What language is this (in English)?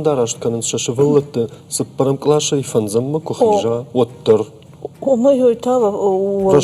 Ossetic